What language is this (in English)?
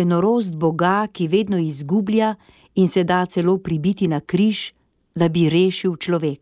Slovenian